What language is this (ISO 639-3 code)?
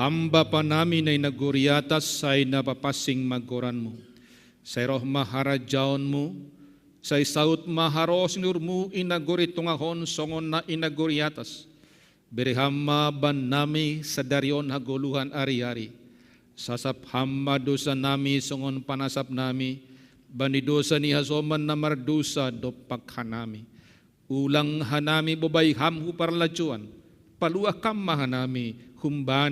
bts